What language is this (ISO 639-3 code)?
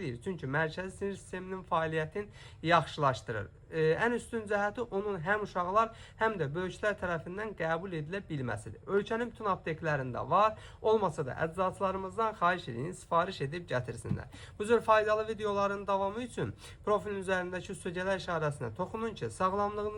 aze